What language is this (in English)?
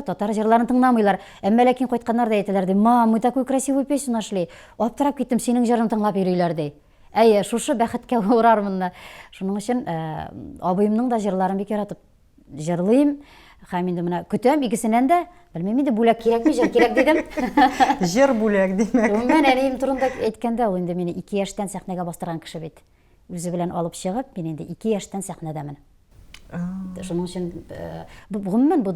Tatar